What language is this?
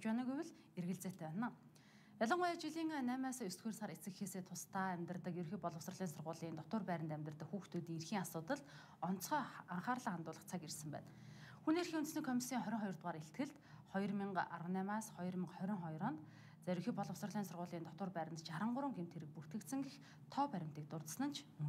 Mongolian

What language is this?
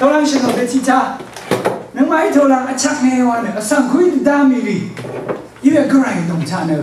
Rawang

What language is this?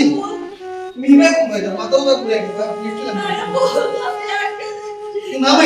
Sylheti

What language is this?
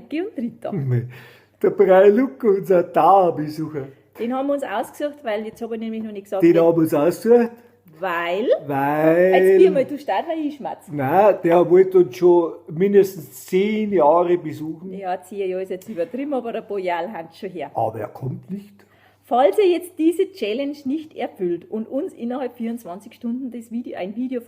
Bavarian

